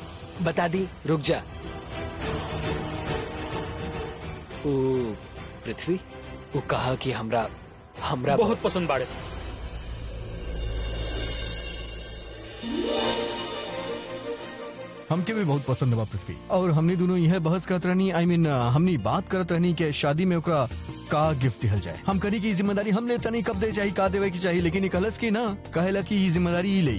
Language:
Bhojpuri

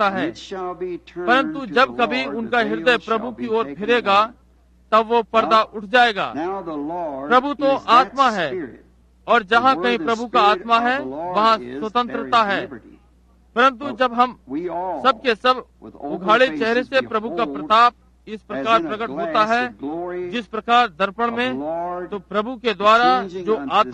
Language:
Hindi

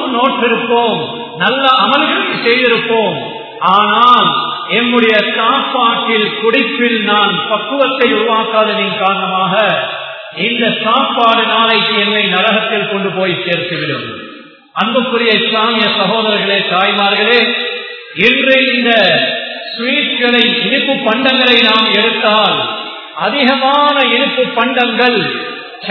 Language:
Tamil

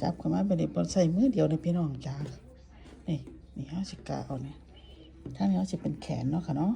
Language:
Northeastern Thai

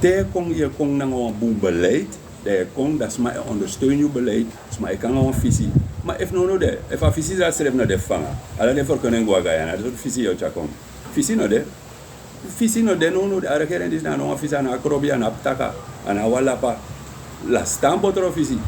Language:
Sranan Tongo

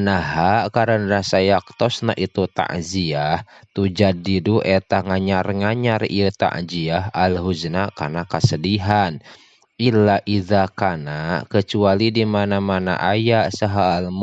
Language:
Sundanese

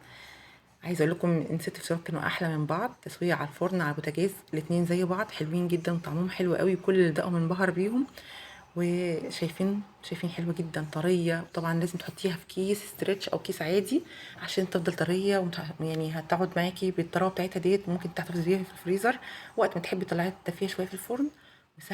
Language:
Egyptian Arabic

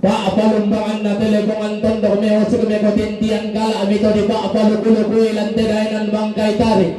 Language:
Toraja-Sa'dan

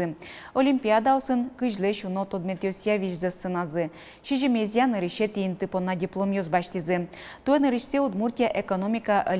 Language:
Udmurt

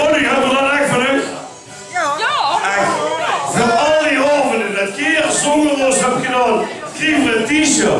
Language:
Limburgish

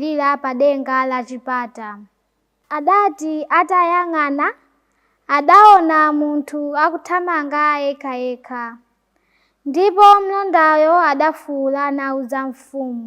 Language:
Nyanja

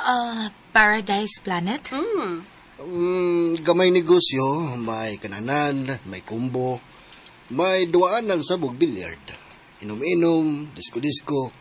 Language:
Cebuano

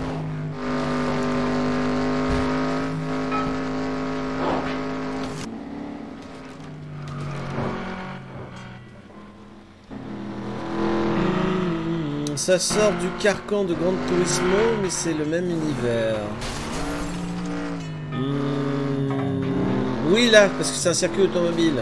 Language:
French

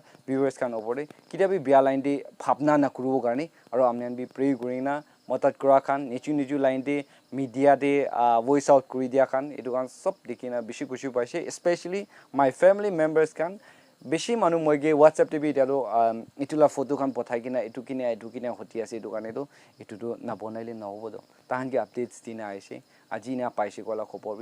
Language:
Naga Pidgin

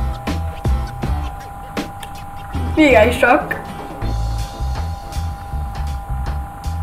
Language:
Hungarian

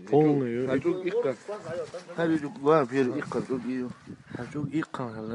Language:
Chechen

